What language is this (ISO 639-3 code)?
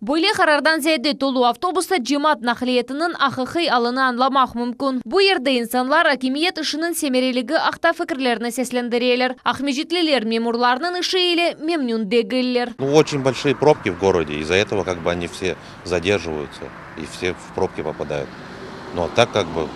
crh